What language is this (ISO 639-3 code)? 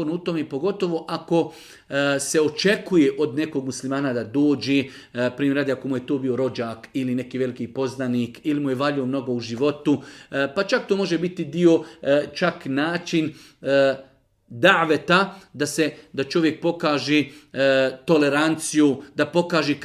bos